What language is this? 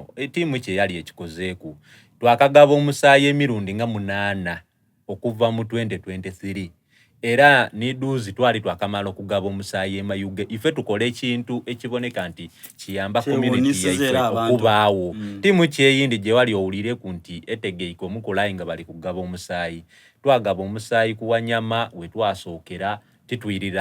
Soga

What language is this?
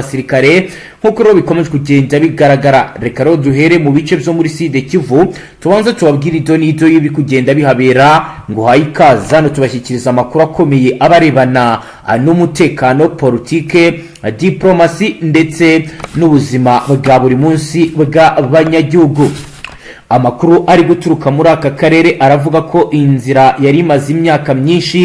Kinyarwanda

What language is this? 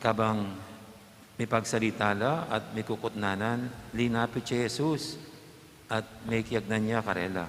Pampanga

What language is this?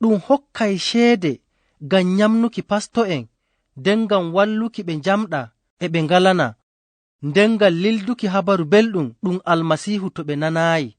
Fula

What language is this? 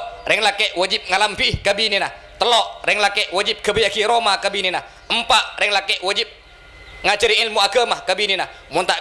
Madurese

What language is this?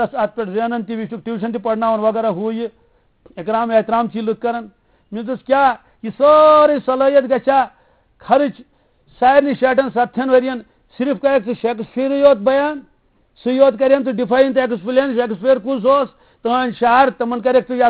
Kashmiri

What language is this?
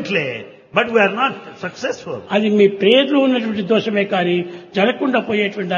Telugu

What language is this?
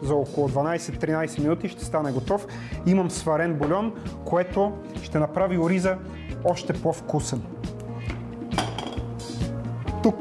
Bulgarian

